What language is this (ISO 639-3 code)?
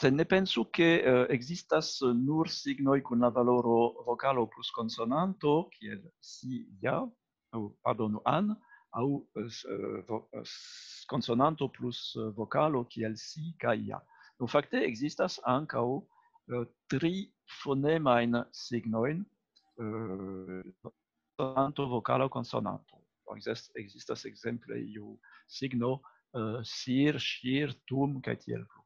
epo